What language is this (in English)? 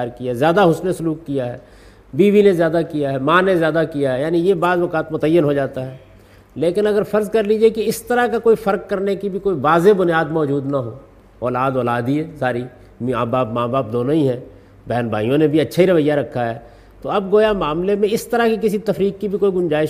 Urdu